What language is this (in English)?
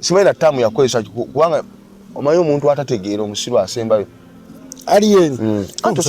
Ganda